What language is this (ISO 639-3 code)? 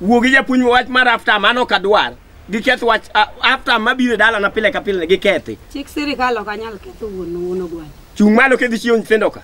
luo